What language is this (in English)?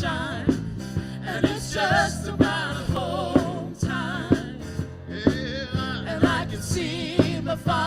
Fijian